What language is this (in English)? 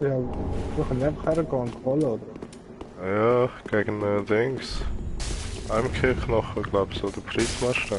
Swiss German